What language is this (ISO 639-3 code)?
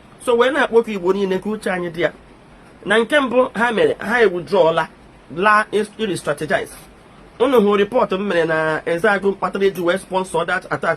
ibo